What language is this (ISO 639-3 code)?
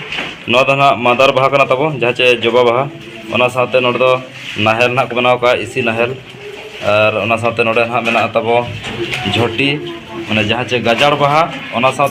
sat